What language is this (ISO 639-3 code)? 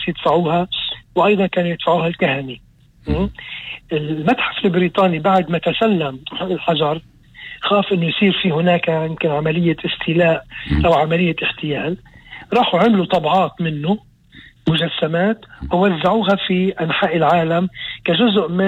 apc